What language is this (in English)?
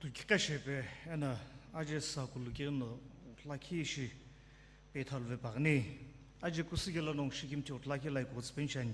Sumi Naga